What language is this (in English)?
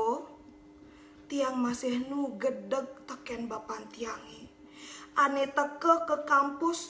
Balinese